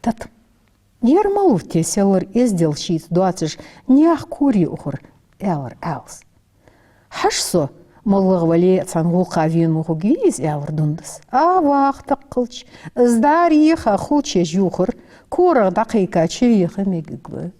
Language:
Ingush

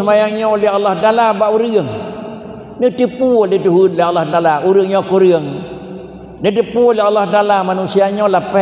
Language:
Achinese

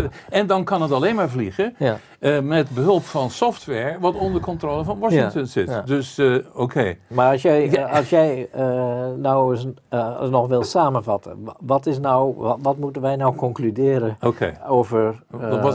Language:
Dutch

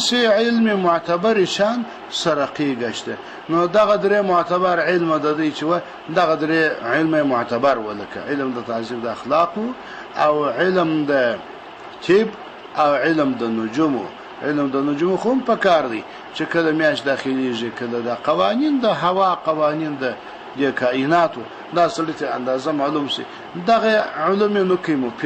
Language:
Pashto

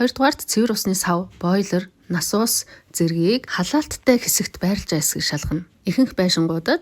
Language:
Mongolian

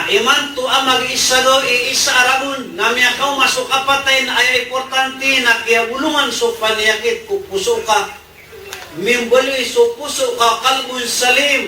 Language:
Maranao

